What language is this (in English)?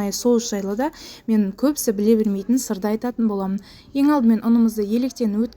Kazakh